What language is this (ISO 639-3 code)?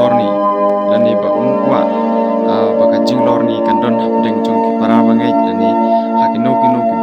kha